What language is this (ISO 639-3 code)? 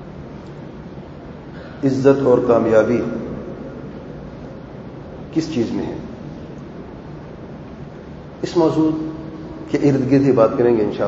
urd